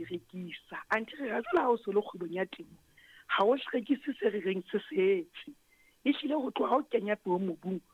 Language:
Southern Sotho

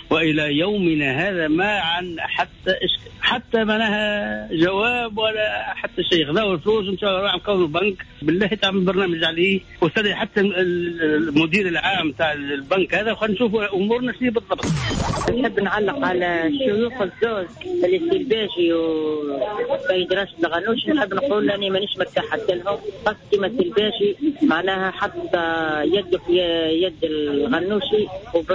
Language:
Tunisian Arabic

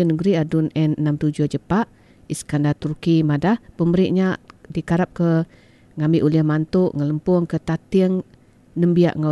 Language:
Iban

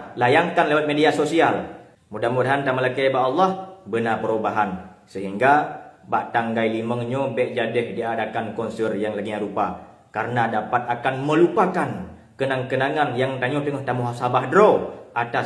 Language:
Achinese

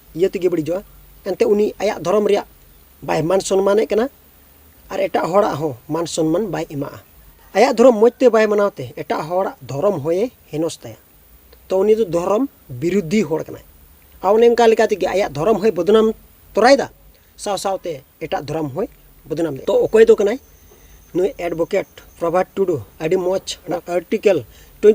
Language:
Santali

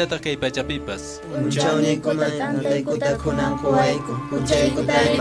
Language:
Quechua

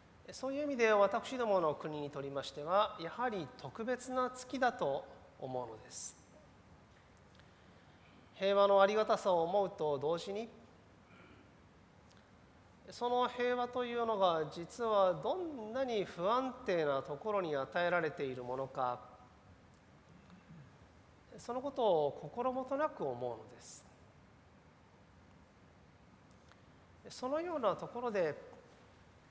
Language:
Japanese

